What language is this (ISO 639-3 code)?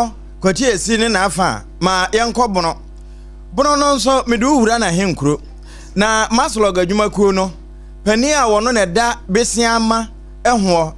aka